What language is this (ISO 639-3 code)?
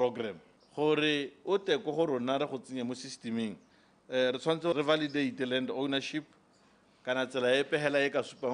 tsn